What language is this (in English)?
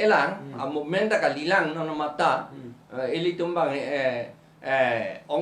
Karbi